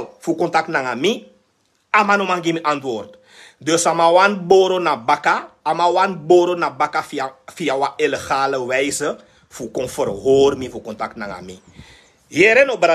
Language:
Sranan Tongo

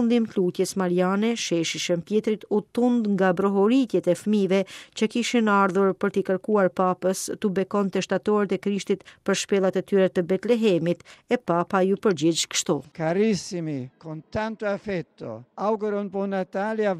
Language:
Albanian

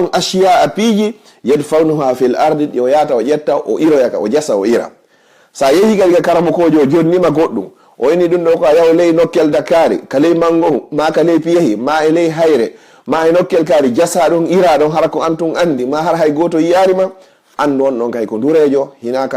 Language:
Fula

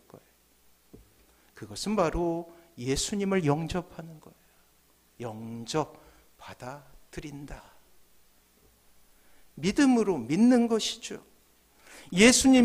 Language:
Korean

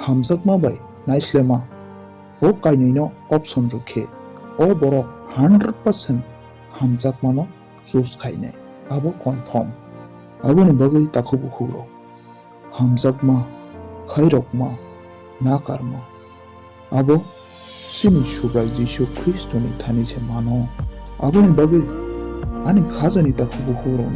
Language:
Kok Borok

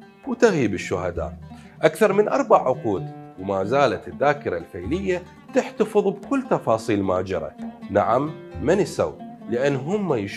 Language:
Mesopotamian Arabic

